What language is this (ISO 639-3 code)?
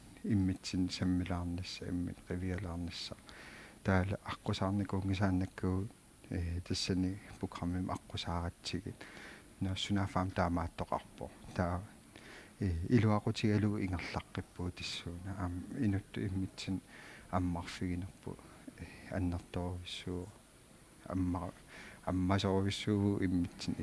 kal